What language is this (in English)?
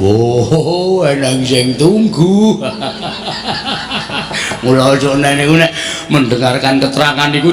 Javanese